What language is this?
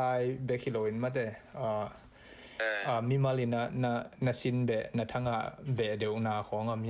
Tedim Chin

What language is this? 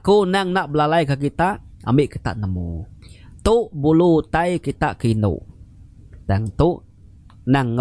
Iban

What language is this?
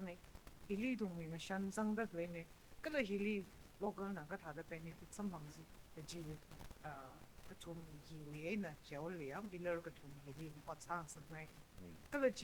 Tangkhul Naga (India)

